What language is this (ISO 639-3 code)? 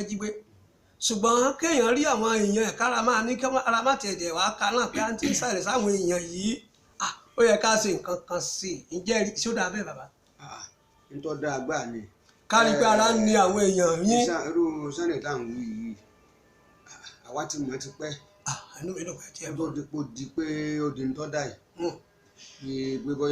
yor